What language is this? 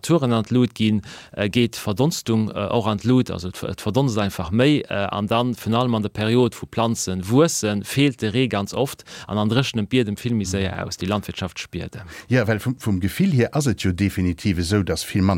Luxembourgish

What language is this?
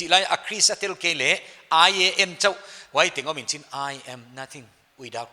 Paite Chin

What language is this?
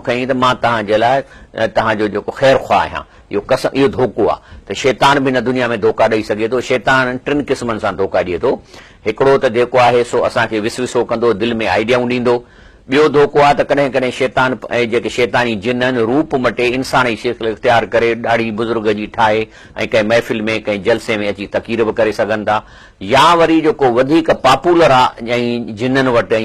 Sindhi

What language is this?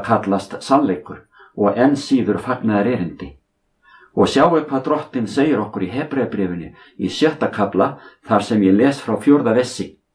Icelandic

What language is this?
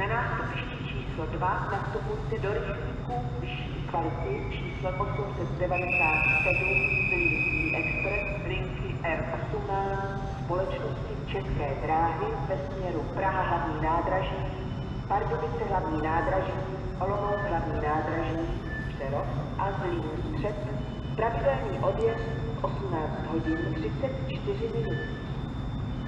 Czech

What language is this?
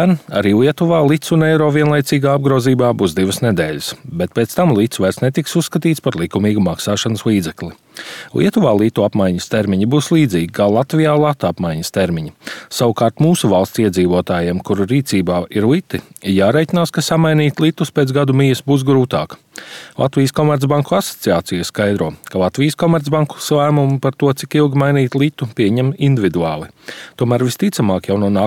Latvian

